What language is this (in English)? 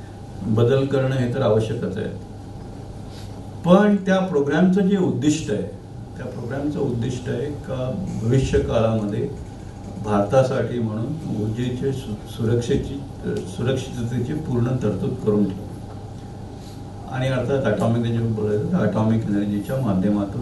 Marathi